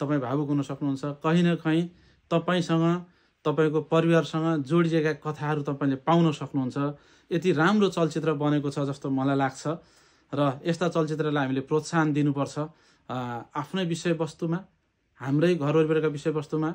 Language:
Nepali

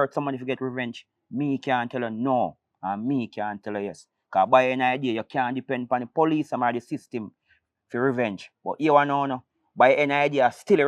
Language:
Jamaican Creole English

